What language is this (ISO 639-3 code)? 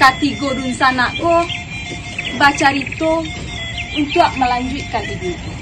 min